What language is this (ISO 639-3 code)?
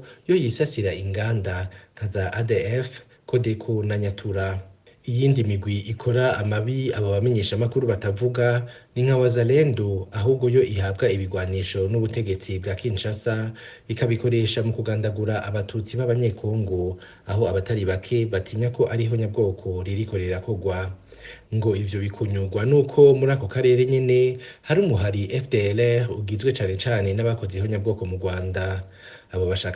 run